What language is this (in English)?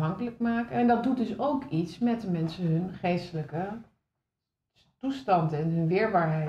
Dutch